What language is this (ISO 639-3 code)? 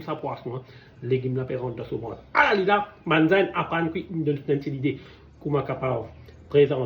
mfe